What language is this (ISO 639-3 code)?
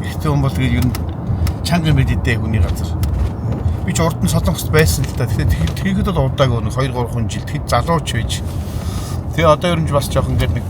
mon